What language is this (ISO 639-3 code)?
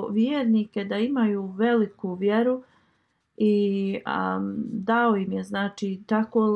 bos